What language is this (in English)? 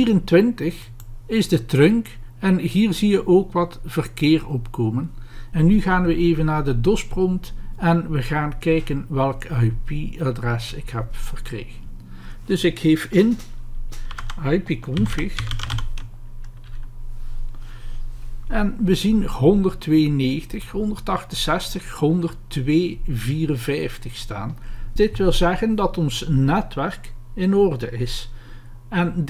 Dutch